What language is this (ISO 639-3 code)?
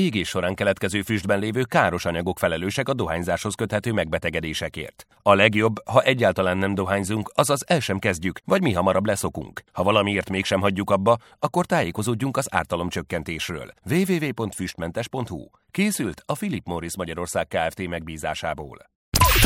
hun